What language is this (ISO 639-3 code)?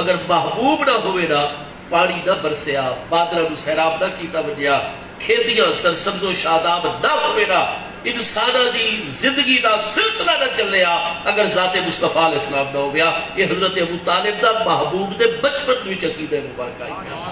skr